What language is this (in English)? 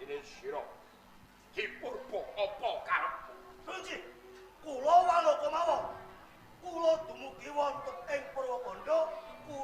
Javanese